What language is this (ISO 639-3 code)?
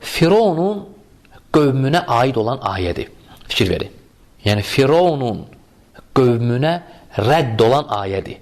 aze